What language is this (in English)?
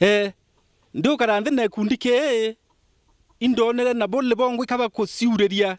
Meru